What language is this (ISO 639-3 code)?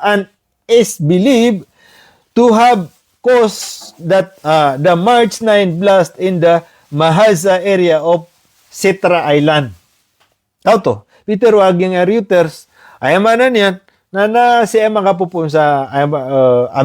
mrw